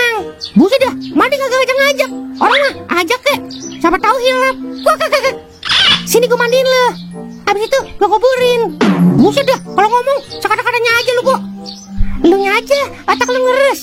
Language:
Betawi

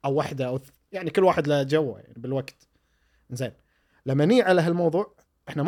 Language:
Gulf Arabic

